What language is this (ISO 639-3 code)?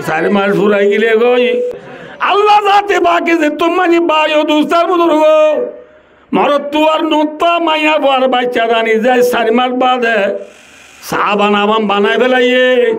rhg